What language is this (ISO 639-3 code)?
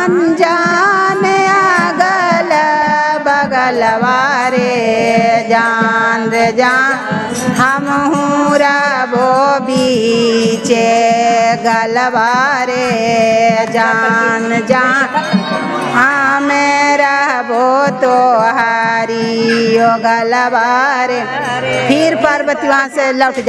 mag